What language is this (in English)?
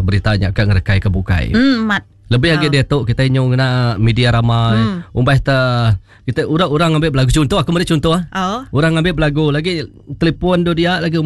Iban